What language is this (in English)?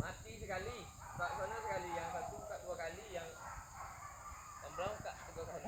Minangkabau